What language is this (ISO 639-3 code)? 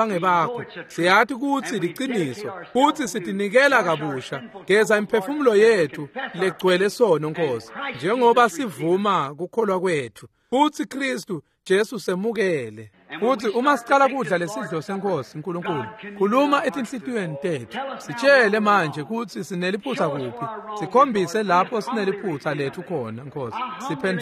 ssw